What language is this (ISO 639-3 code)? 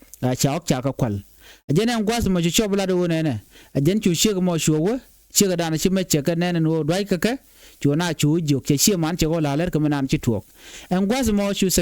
nus